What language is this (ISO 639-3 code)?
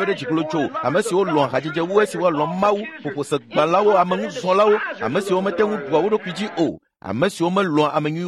ewe